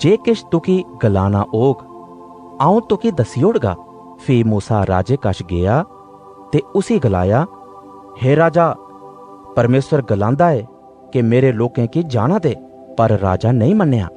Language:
Dogri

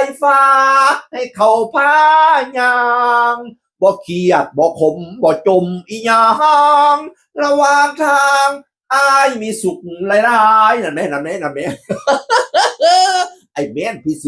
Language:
Northeastern Thai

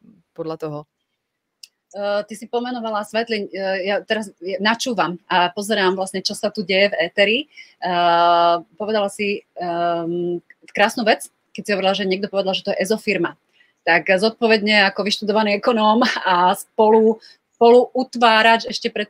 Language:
Slovak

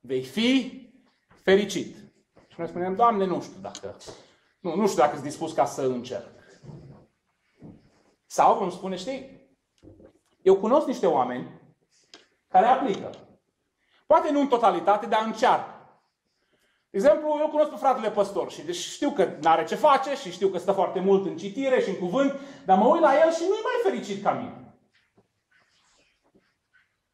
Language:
Romanian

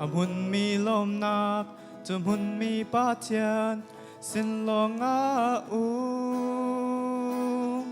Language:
Hakha Chin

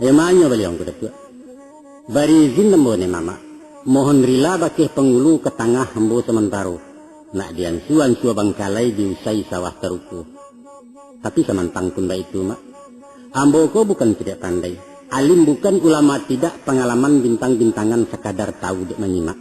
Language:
Minangkabau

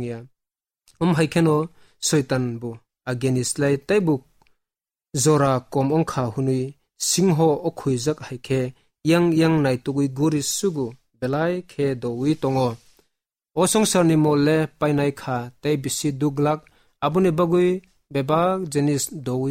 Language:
Kok Borok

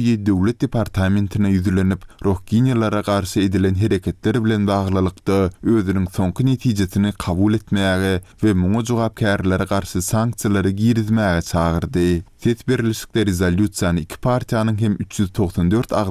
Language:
Turkmen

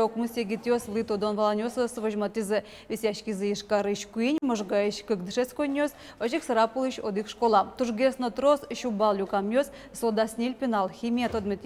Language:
Udmurt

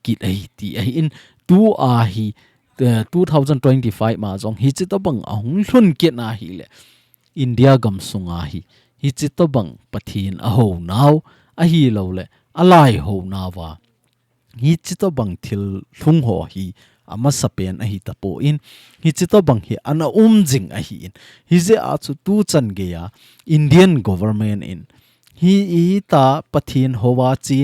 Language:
Thado Chin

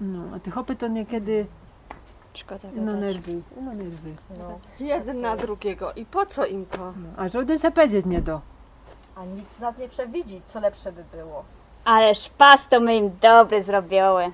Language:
Silesian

